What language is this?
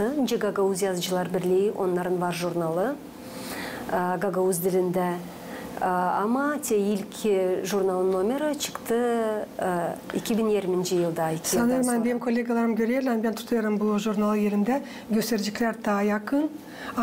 Gagauz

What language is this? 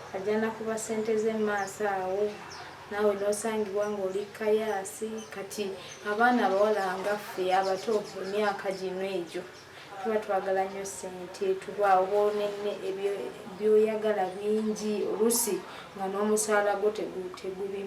Ganda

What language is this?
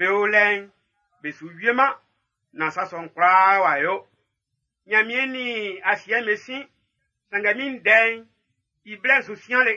Baoulé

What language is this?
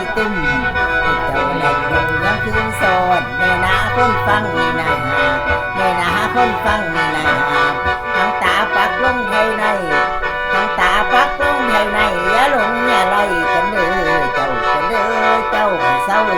Northeastern Thai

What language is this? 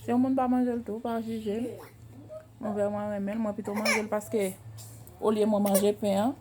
Haitian Creole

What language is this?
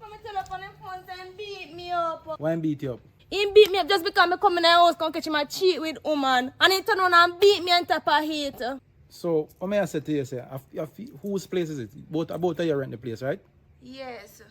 Jamaican Creole English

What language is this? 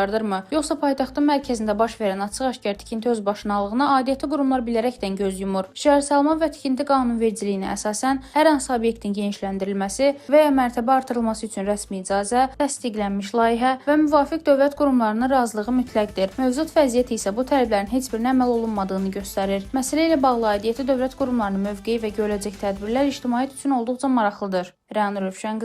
Azerbaijani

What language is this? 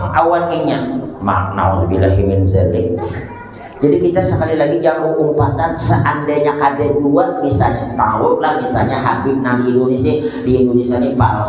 Banjar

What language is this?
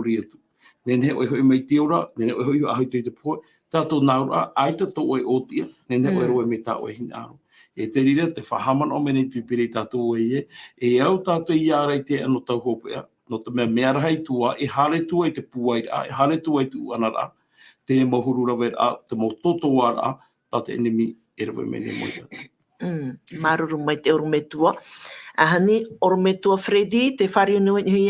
Tahitian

